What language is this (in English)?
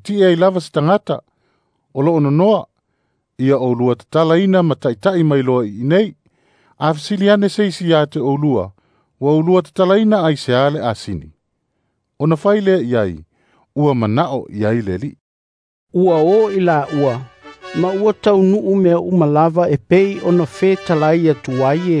Samoan